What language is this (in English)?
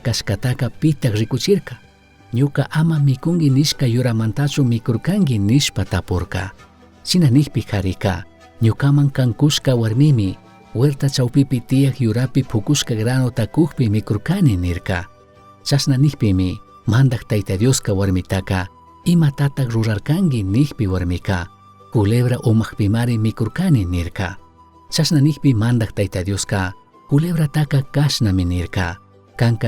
Chimborazo Highland Quichua